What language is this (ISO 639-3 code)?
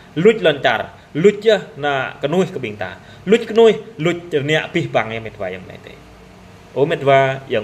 jra